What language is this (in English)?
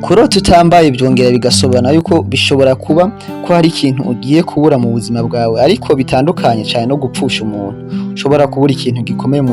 Rundi